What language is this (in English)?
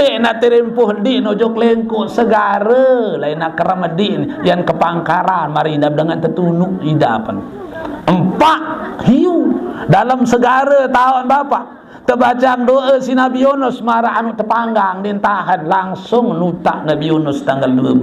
Sasak